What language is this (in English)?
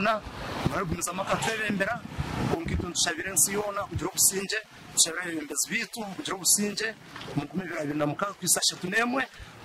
Nyankole